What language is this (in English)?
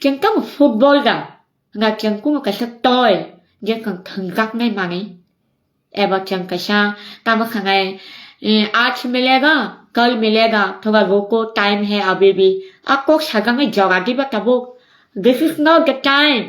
Kok Borok